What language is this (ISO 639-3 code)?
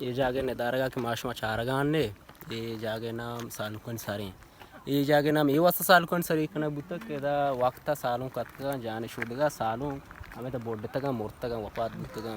bal